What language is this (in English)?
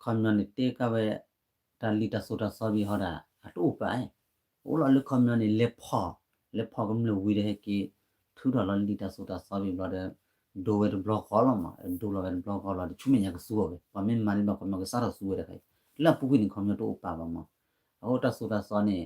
S'gaw Karen